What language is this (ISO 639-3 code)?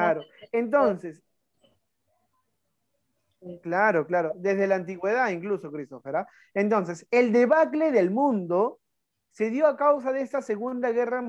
spa